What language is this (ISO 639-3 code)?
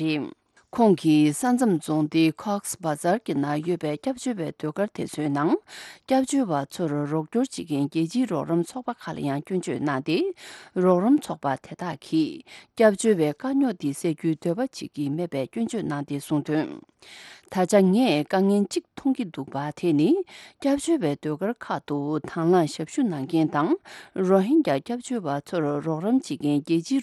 bod